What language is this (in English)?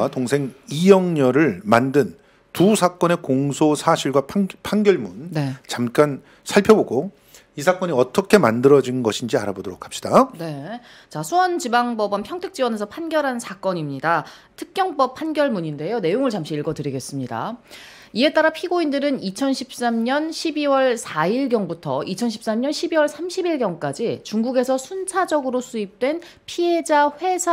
Korean